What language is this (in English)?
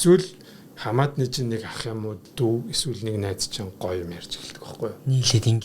Mongolian